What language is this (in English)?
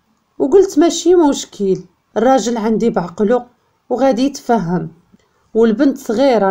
Moroccan Arabic